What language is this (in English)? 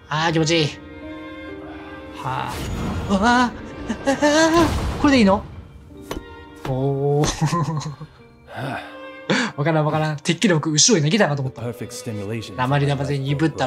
Japanese